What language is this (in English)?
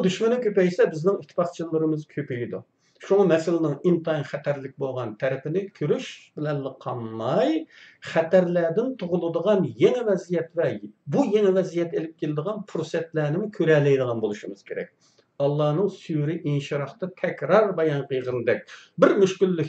Uyghur